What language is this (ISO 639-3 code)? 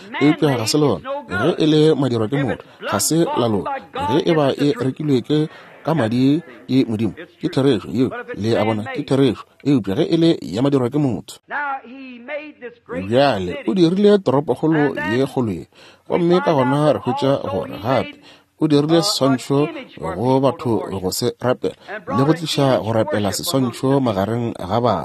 nso